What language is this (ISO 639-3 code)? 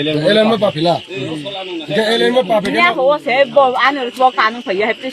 ria